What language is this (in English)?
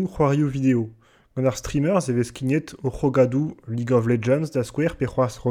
Breton